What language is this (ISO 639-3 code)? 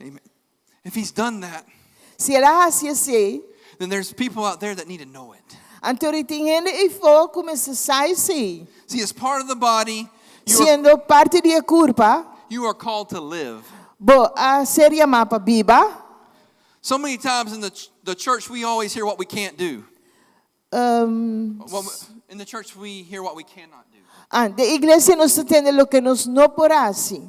pap